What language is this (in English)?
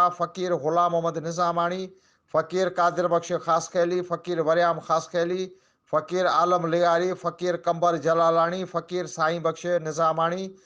Sindhi